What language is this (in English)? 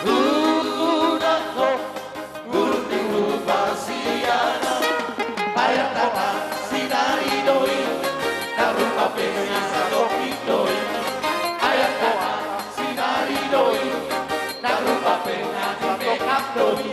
Batak Toba